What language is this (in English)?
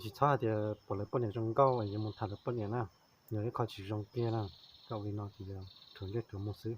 Hmong